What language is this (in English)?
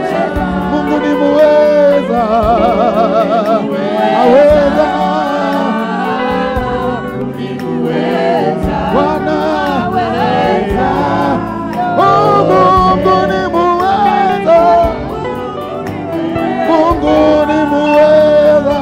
Swahili